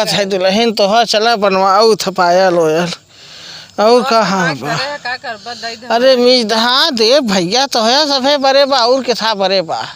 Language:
Awadhi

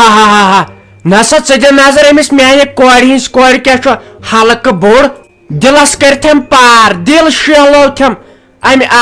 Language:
Kashmiri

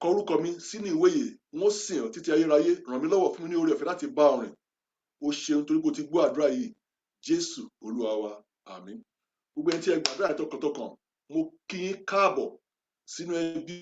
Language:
Yoruba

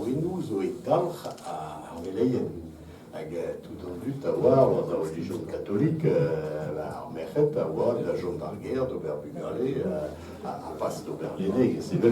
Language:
Breton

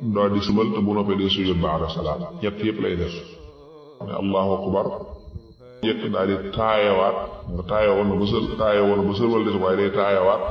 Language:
Wolof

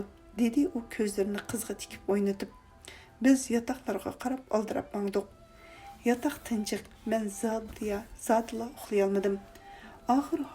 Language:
Uyghur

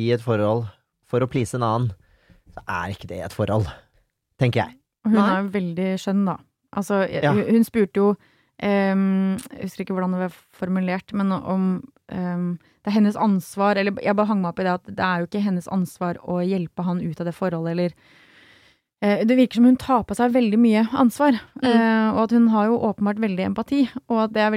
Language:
Norwegian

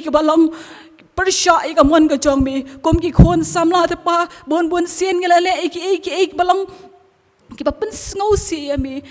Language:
Khasi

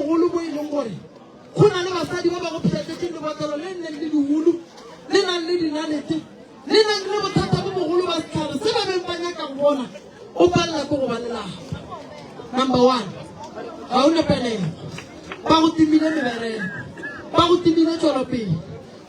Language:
Northern Sotho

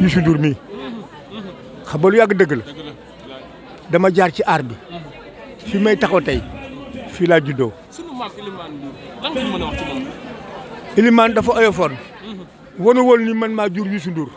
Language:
Wolof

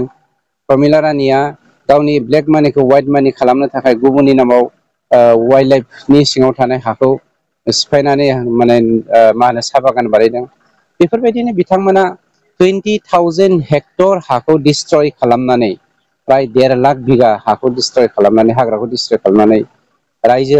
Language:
Bodo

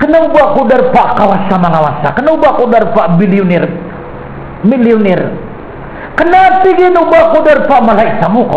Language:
Maranao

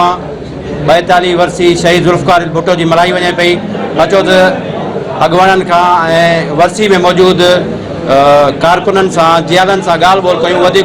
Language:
Sindhi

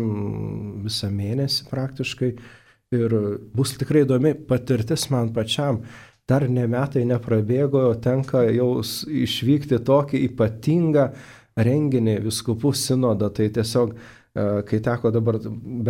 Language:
Lithuanian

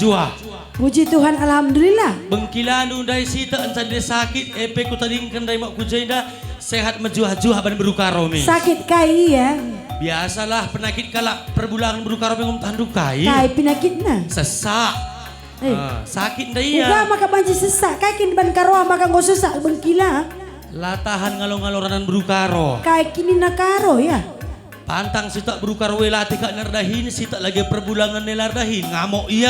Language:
Batak Karo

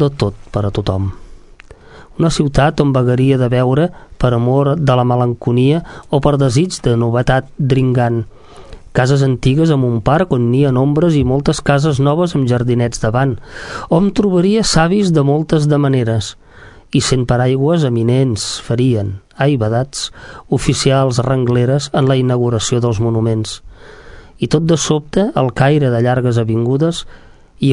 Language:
Catalan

